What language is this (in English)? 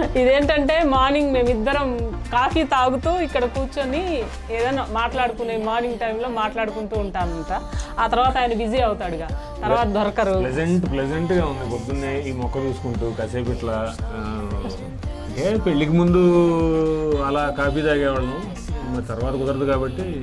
Telugu